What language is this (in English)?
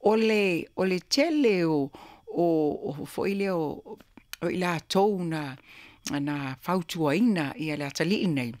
Samoan